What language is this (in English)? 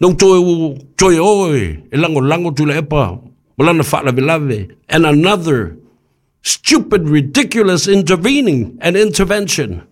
Samoan